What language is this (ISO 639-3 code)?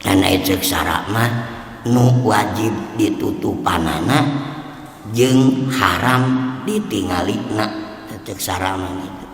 sun